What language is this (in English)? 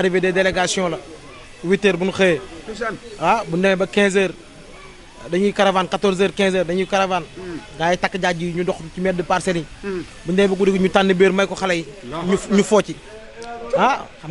Wolof